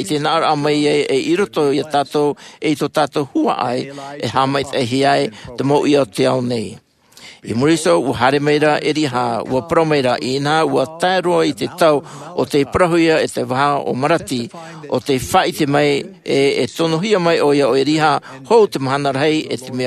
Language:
Tahitian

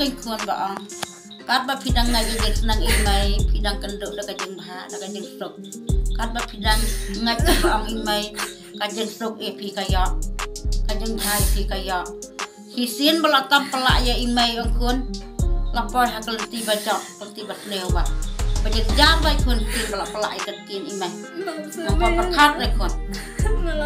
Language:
Khasi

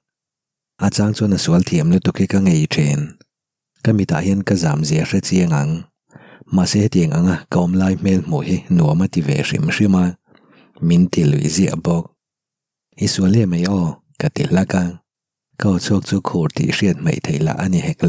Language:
Mizo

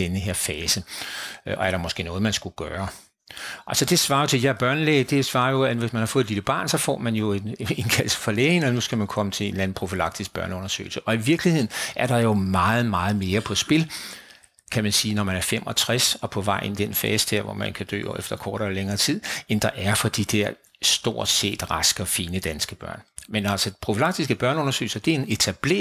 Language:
Danish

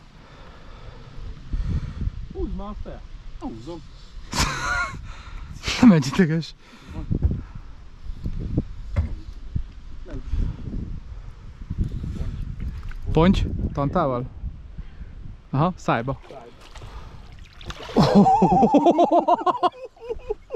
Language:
Hungarian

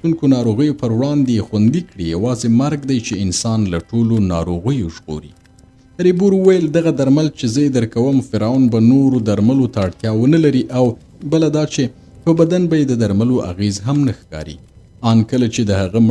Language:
Pashto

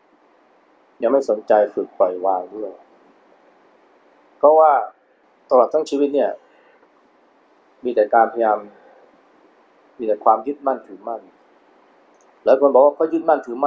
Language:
Thai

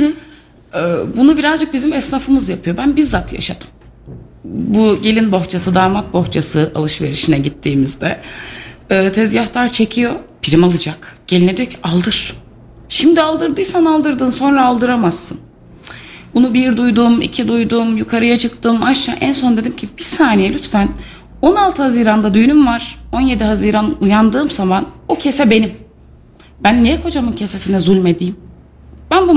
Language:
Turkish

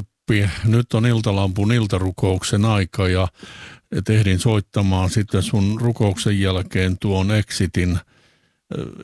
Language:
Finnish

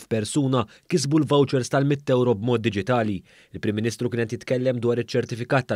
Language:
Maltese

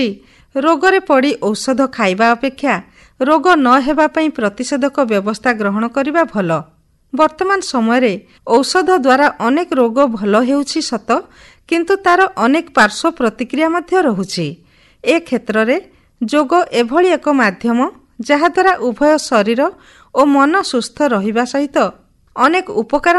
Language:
Odia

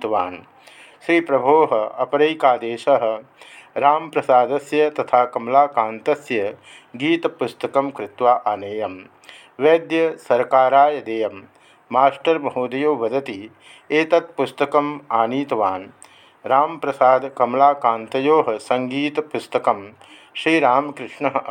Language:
Sanskrit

